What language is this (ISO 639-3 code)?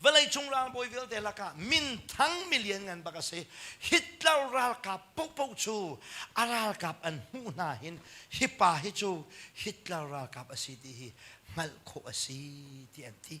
cnh